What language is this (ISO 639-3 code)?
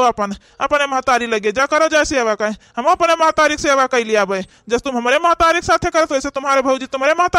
awa